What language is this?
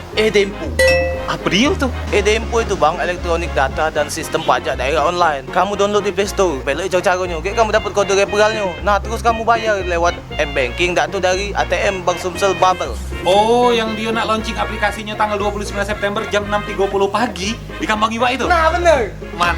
Musi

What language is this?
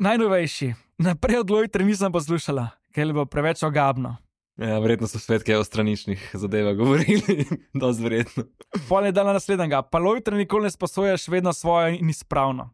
Slovenian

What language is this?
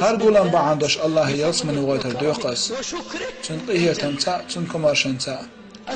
Chechen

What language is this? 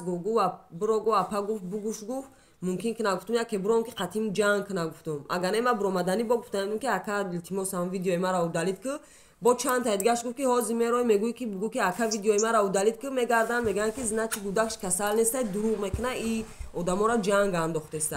Tajik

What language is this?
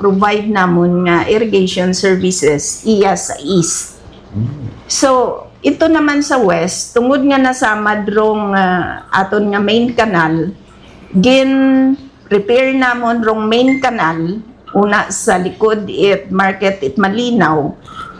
Hiligaynon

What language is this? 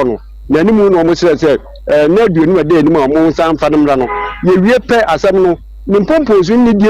Akan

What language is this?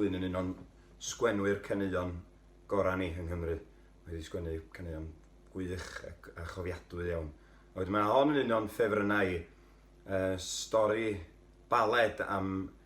Welsh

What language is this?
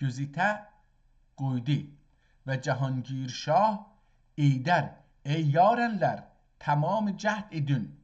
South Azerbaijani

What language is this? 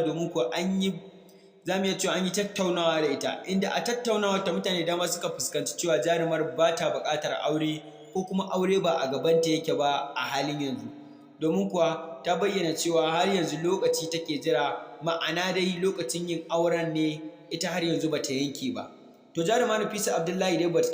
Hausa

